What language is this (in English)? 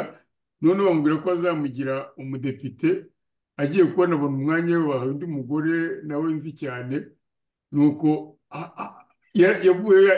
Kinyarwanda